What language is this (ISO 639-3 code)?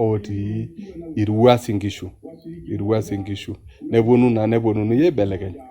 mas